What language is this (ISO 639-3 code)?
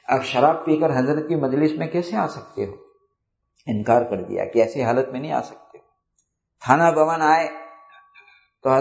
urd